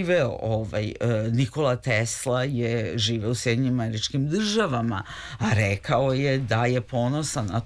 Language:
Serbian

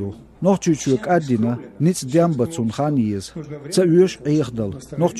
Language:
Chechen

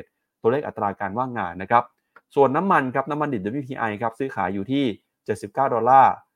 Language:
Thai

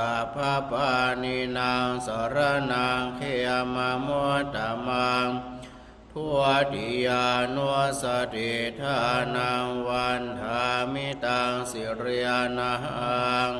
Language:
Pali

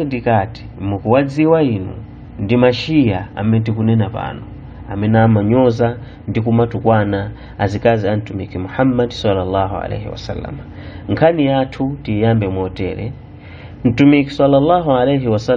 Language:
Nyanja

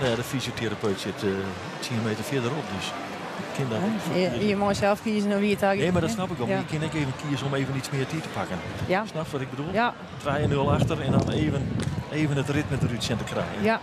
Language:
Western Frisian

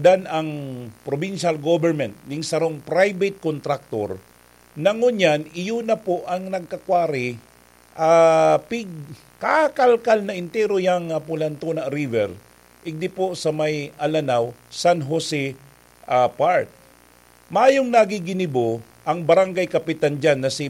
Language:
Bikol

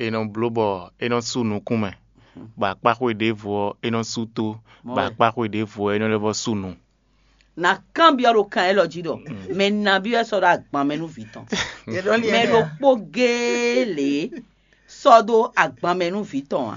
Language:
Fon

